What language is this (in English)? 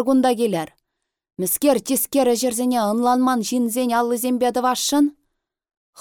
Chuvash